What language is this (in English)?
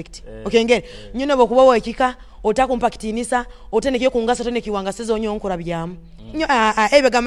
Nyoro